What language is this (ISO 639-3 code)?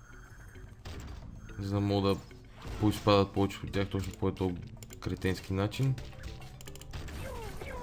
bul